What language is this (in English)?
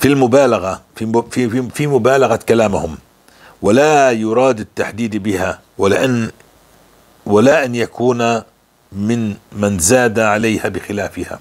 North Levantine Arabic